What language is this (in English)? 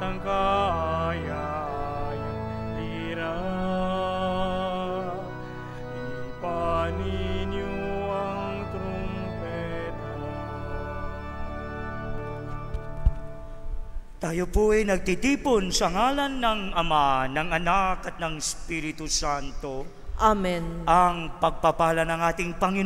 Filipino